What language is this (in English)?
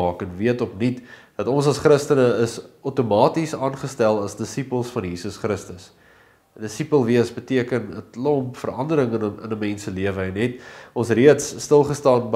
Afrikaans